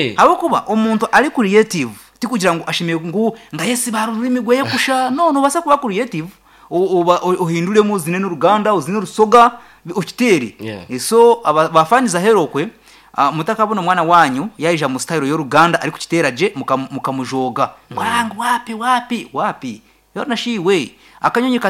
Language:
Nyankole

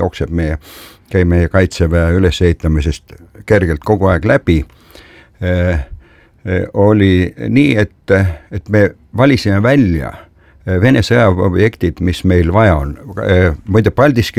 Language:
Estonian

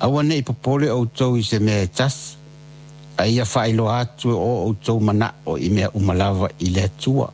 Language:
Samoan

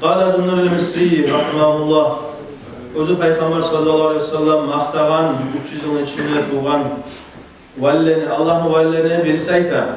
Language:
Kumyk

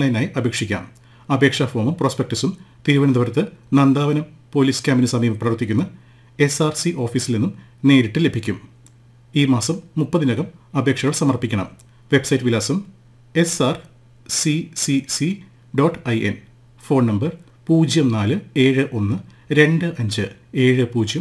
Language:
Malayalam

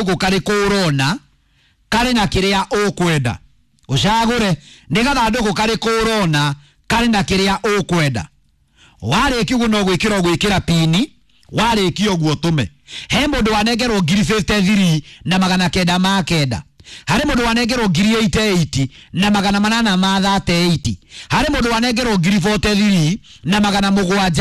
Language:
Kikuyu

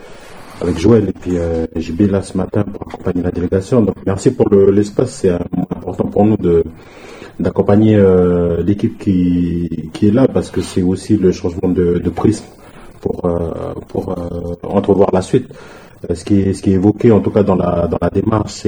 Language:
French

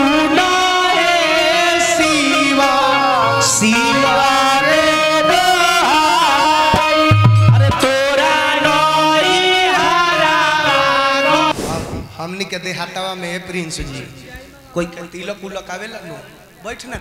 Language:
Bhojpuri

